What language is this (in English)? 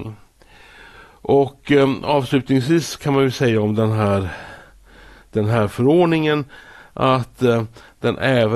Swedish